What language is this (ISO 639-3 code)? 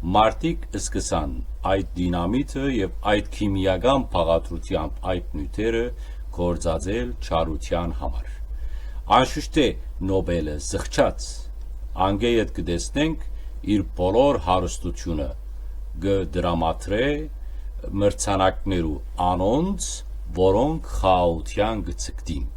hyw